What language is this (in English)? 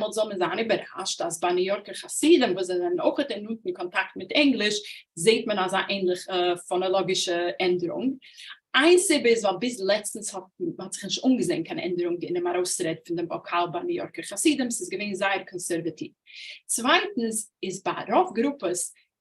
Yiddish